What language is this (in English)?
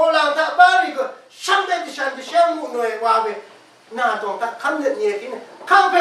Rawang